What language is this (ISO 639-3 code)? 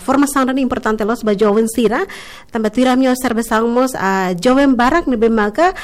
tet